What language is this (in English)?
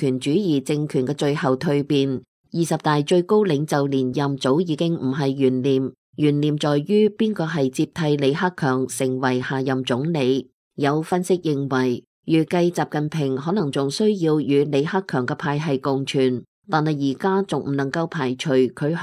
Cantonese